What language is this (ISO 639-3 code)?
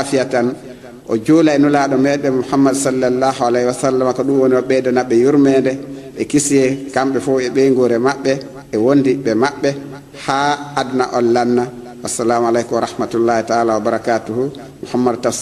ful